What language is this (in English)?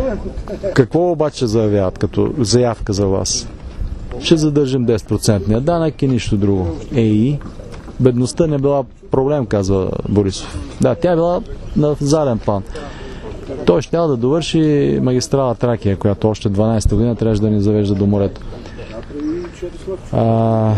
Bulgarian